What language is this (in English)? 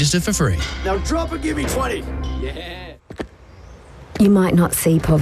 English